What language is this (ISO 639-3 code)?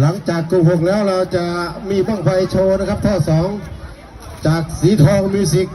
tts